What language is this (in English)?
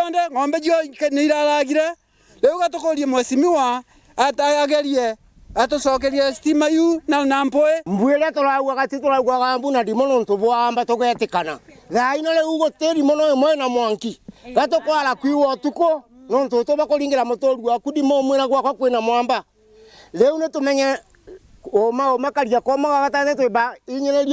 Meru